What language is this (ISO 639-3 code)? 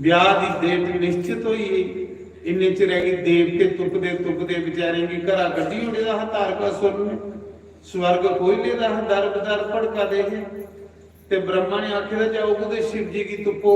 doi